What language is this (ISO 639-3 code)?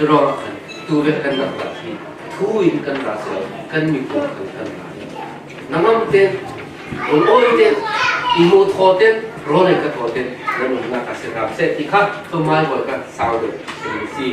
cfm